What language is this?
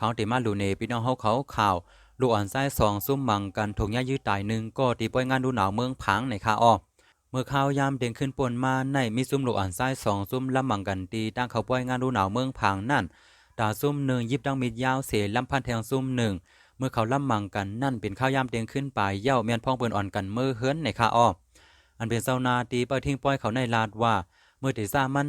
Shan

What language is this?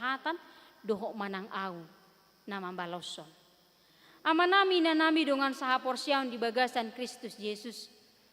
Batak Toba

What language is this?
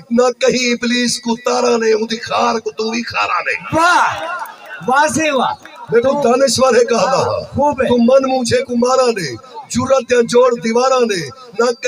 Saraiki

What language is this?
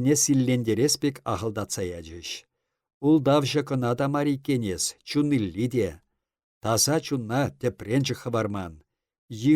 Chuvash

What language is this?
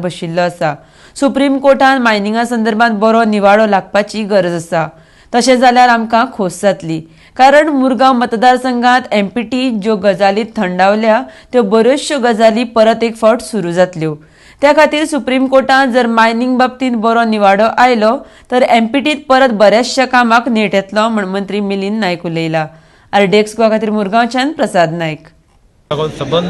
Konkani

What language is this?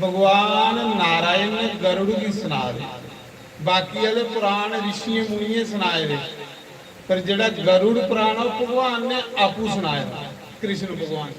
Dogri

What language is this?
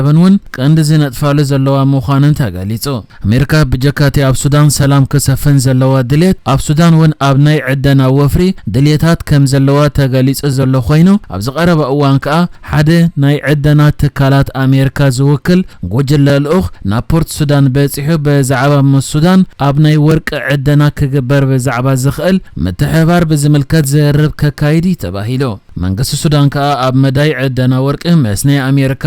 Tigrinya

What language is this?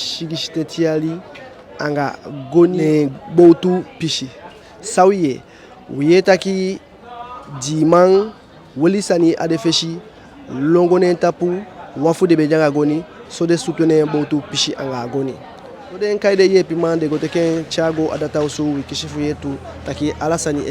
Eastern Maroon Creole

